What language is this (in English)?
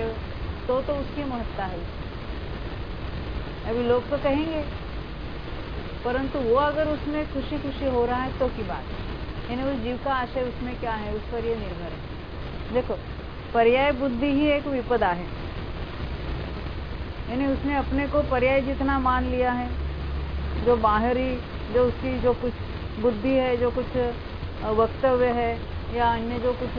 Hindi